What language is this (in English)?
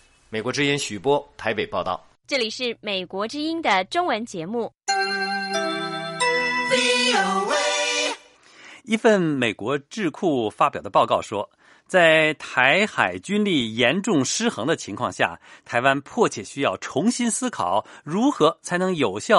Chinese